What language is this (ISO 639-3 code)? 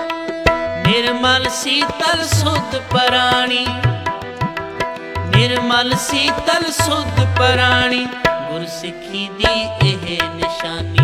pan